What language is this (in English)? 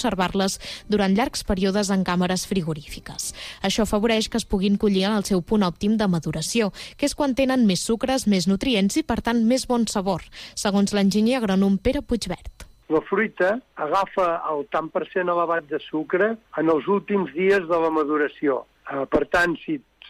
Catalan